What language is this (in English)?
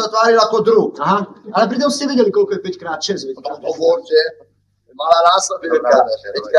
Slovak